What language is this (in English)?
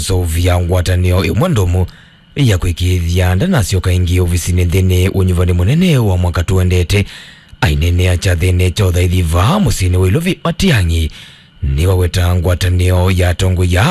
Kamba